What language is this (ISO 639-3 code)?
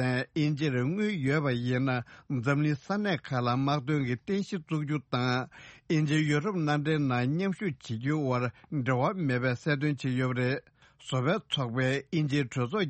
bod